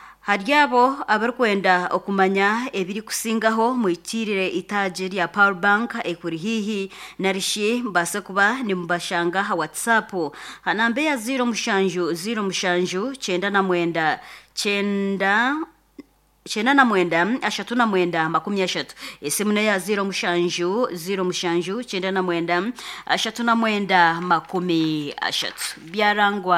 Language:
Nyankole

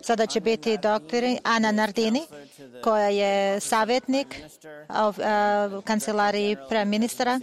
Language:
Serbian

